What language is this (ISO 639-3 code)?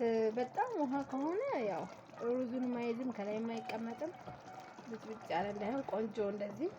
amh